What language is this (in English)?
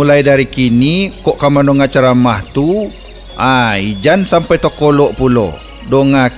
Minangkabau